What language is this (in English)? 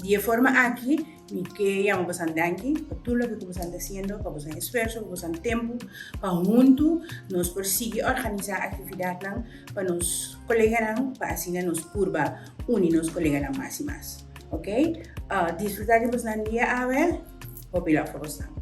Papiamento